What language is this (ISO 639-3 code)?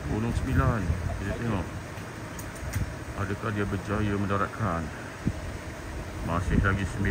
msa